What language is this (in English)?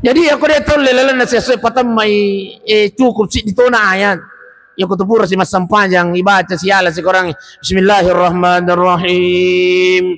Buginese